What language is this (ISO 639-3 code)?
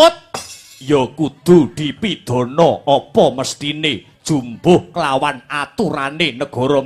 jav